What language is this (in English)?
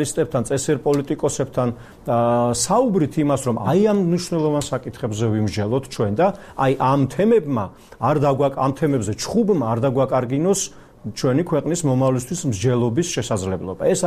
Georgian